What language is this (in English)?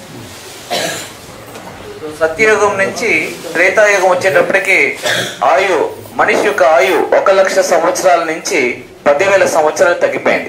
Telugu